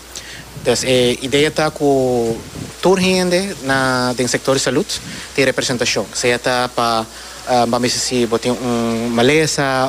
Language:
Papiamento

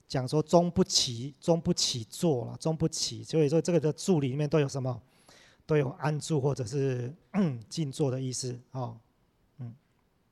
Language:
Chinese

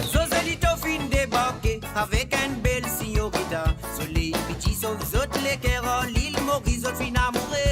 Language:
Morisyen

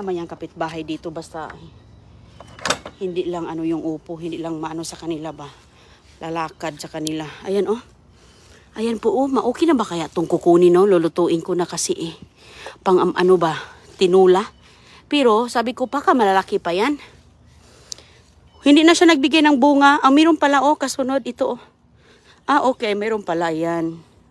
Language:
Filipino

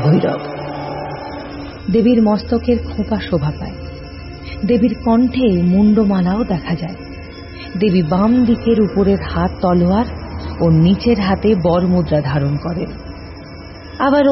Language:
Bangla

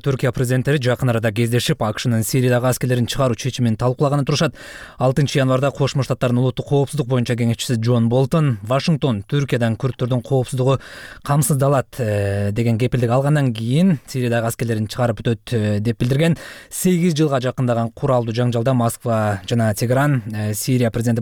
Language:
Kyrgyz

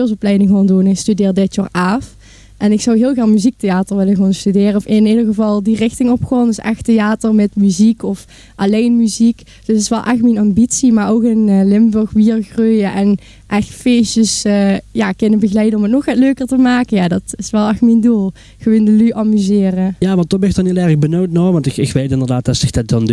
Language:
Limburgish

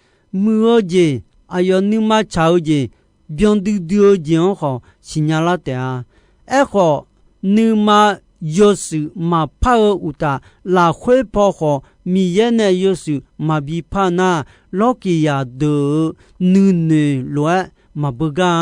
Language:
Akha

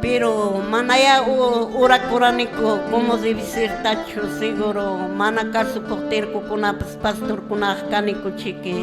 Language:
Quechua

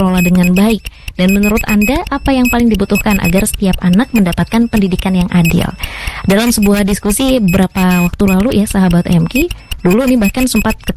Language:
Indonesian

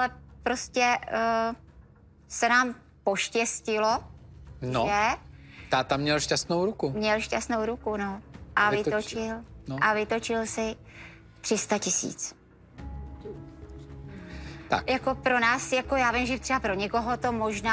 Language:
Czech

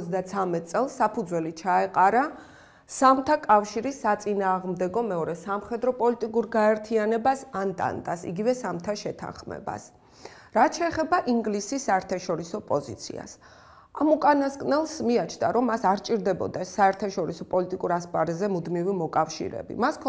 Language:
Georgian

